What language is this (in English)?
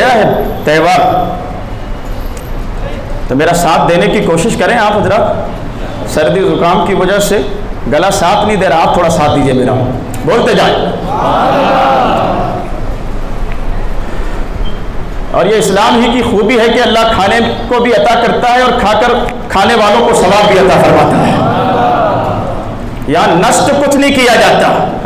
Urdu